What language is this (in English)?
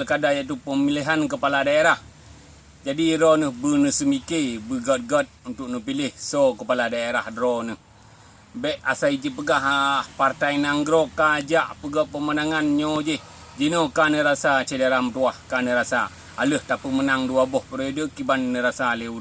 Achinese